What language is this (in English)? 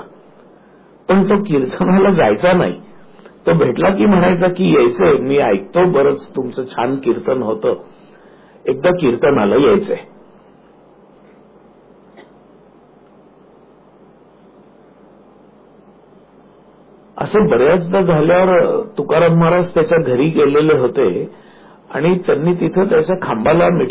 Marathi